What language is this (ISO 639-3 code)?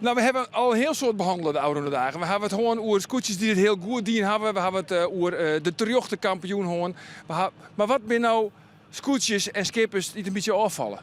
fry